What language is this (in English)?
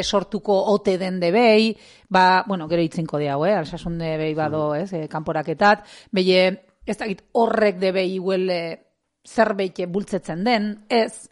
Basque